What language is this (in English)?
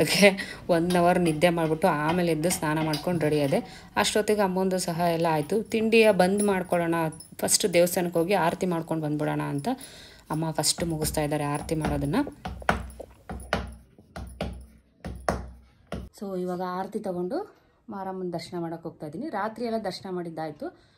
Kannada